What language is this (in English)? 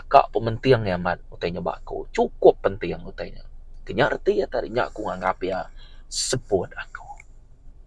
Iban